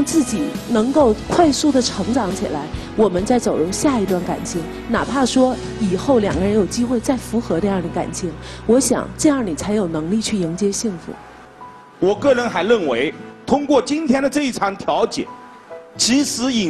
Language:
Chinese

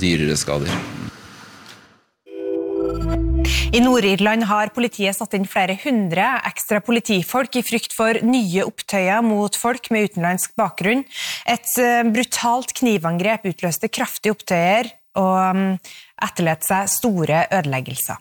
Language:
Norwegian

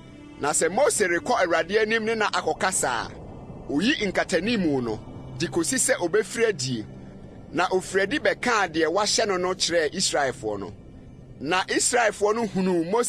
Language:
Akan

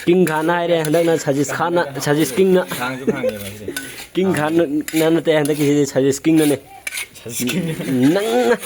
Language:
Manipuri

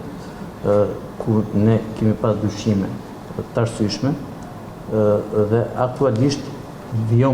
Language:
Albanian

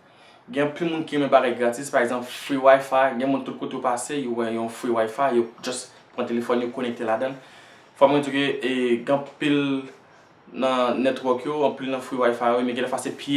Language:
Haitian Creole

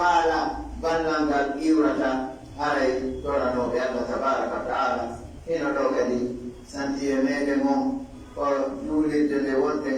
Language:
Pular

